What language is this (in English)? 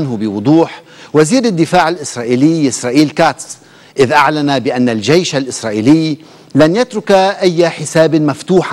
Arabic